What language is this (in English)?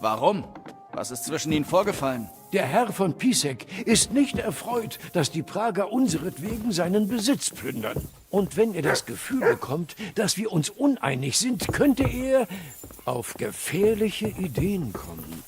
Bavarian